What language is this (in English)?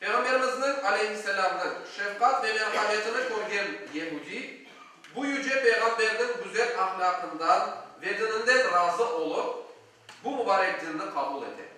Crimean Tatar